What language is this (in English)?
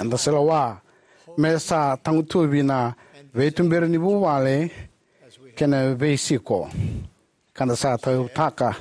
Fijian